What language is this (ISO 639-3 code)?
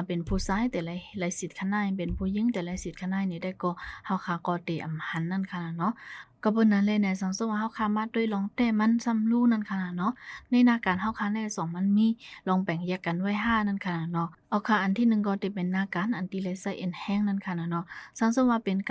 shn